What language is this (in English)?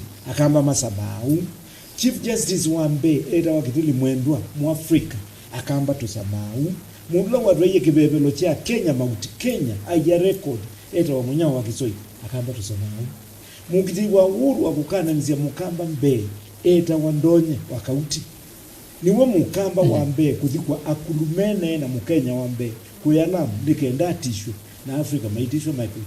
Kamba